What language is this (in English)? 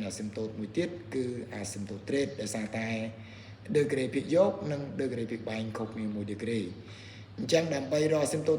Khmer